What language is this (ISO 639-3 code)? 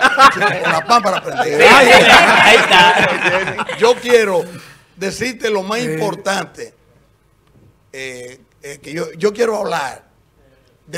spa